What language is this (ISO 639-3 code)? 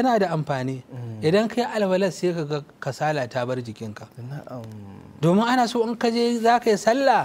hau